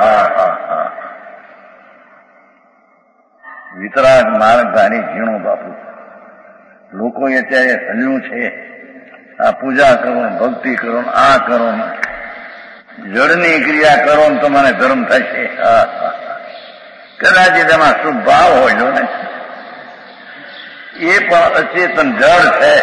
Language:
Gujarati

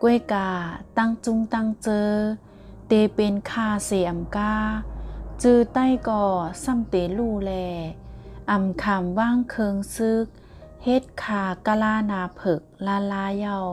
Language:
Shan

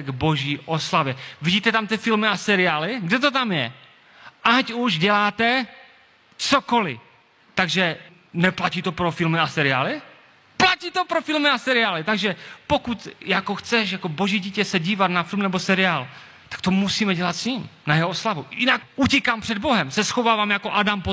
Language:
Czech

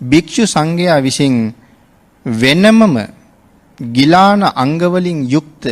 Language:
Sinhala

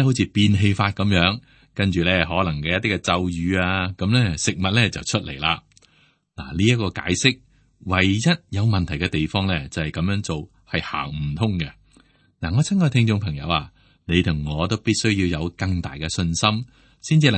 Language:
Cantonese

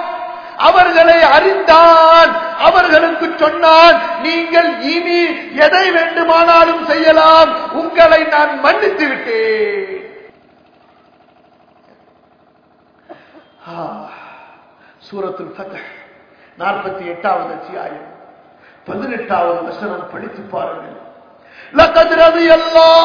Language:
Tamil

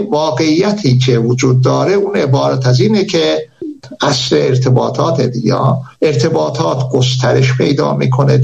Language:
Persian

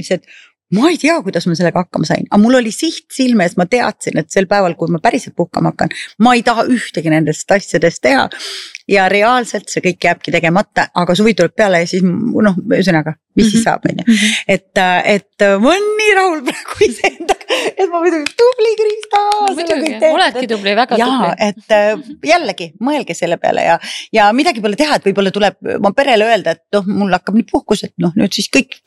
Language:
Estonian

